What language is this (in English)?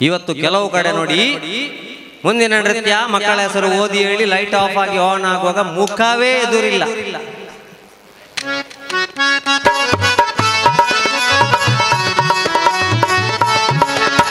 Kannada